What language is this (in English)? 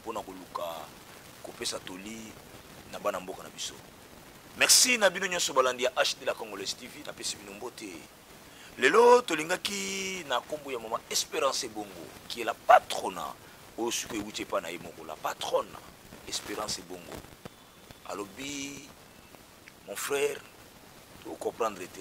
Lingala